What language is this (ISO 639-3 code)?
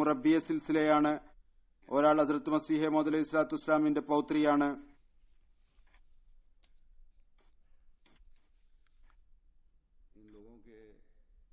mal